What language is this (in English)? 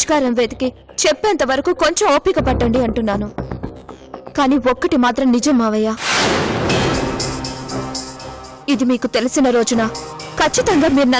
Telugu